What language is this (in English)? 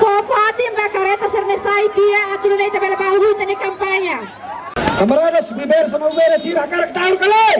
Tetum